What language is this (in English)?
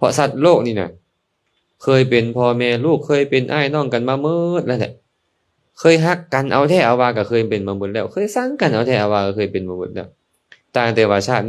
Lao